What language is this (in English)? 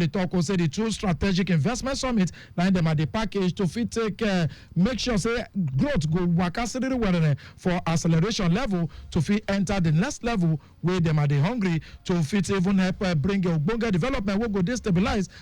Nigerian Pidgin